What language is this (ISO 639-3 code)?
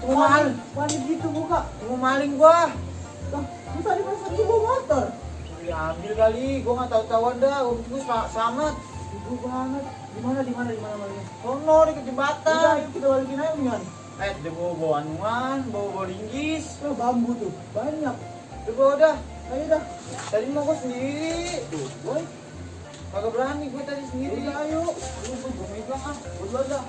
bew